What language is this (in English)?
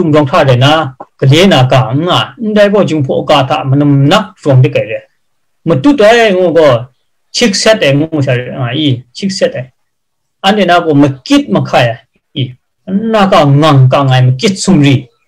Kachin